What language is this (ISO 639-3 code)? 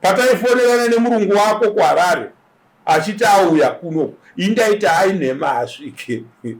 sna